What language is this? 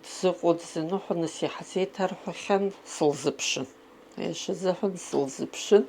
Abkhazian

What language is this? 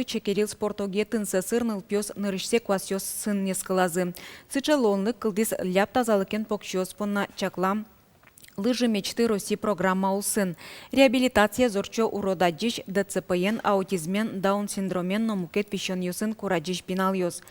Udmurt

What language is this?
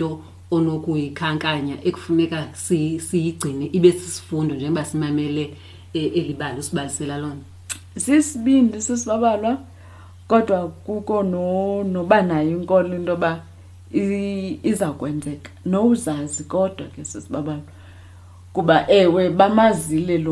Xhosa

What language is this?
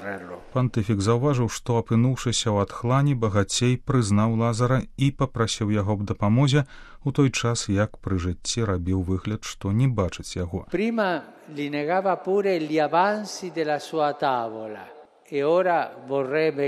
Belarusian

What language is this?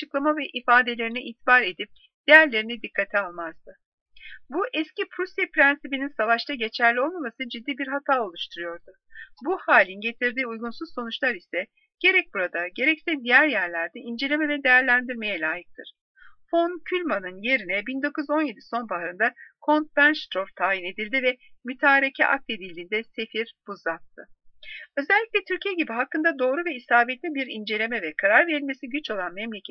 Turkish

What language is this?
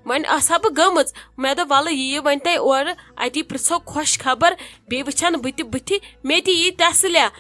Kashmiri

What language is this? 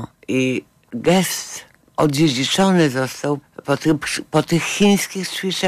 Polish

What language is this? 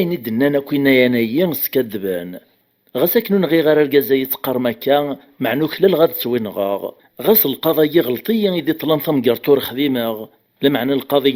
Kabyle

